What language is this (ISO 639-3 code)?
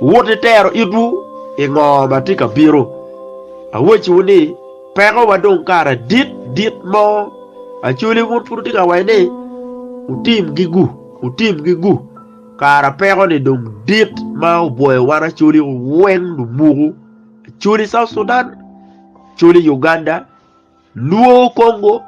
ach